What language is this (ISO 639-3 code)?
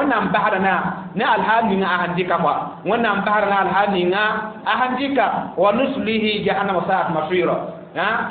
mos